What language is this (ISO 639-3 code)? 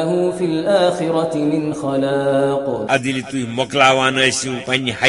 kas